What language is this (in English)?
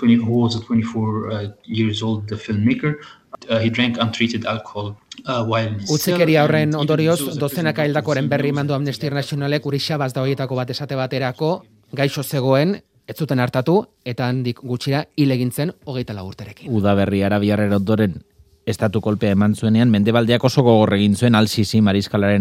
Basque